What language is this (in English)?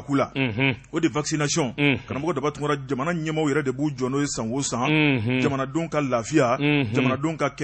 Bambara